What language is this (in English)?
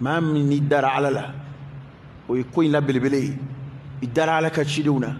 Bambara